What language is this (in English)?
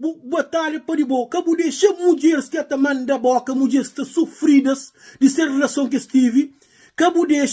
Kabuverdianu